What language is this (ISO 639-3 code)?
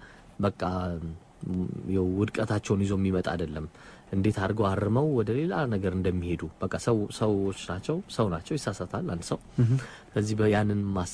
amh